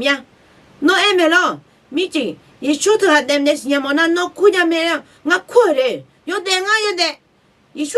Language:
Akha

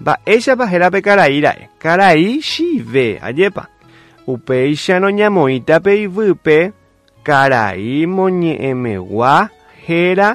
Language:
Guarani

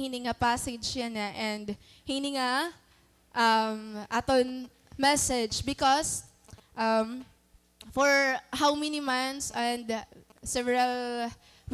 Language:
Waray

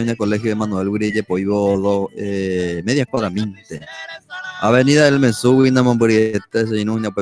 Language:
Guarani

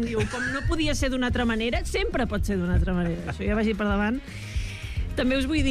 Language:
Catalan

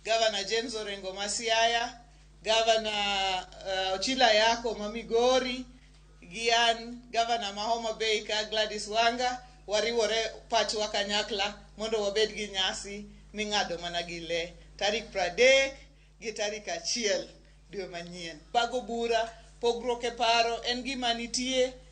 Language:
Luo (Kenya and Tanzania)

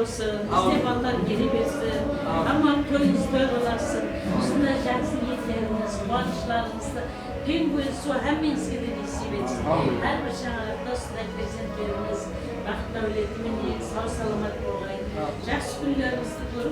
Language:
Kara-Kalpak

